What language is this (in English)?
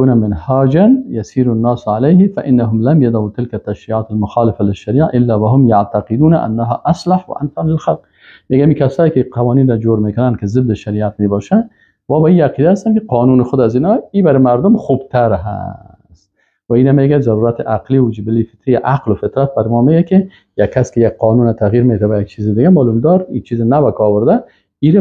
Persian